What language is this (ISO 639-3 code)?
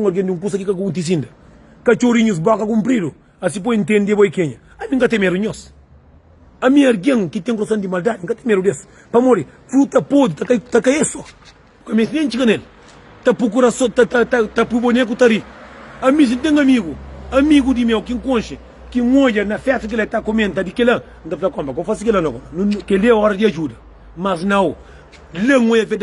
kea